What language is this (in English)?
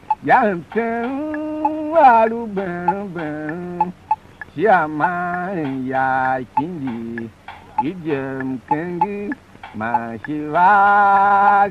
Tiv